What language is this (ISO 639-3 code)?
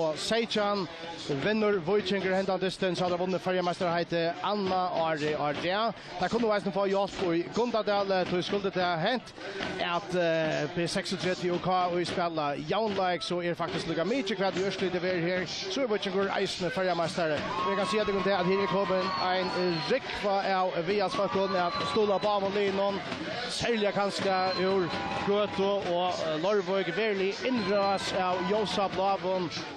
fao